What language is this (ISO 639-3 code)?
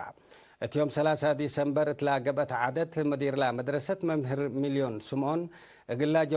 tig